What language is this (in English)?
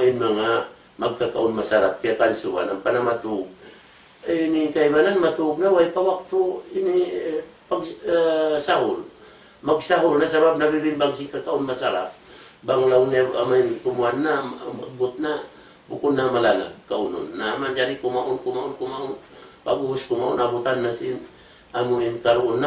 Tausug